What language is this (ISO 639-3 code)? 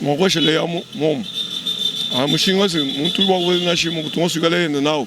lua